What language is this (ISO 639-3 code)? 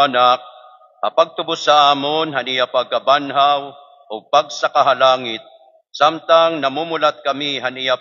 war